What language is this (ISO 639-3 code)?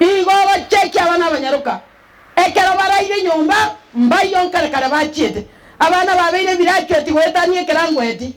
guz